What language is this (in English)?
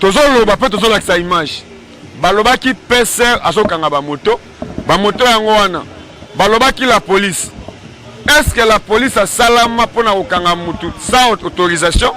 Lingala